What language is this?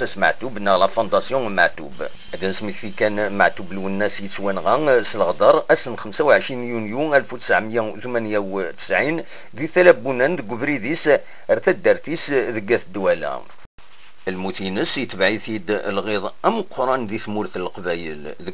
Kabyle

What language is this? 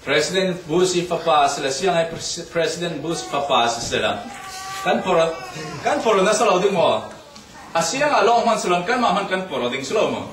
Falam Chin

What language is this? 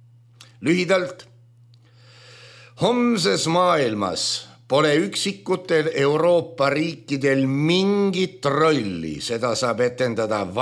Estonian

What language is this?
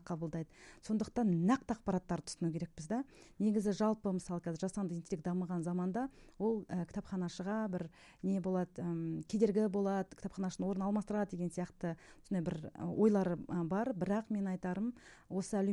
Kazakh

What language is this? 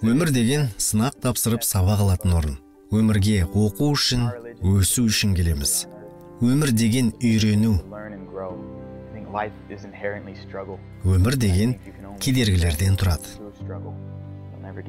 Kazakh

